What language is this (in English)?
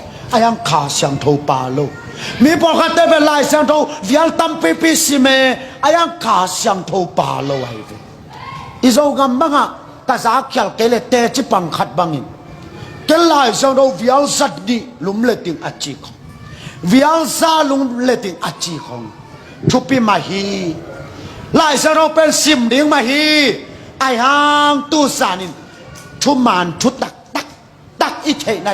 Tedim Chin